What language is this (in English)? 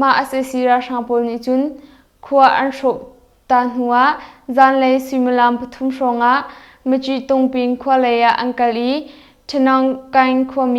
Hakha Chin